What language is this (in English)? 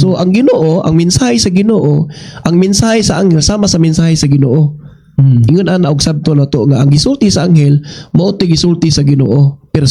Cebuano